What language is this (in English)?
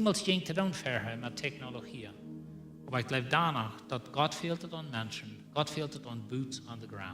Plautdietsch